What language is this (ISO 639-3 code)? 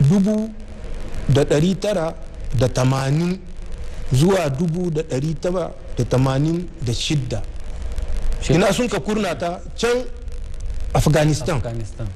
hau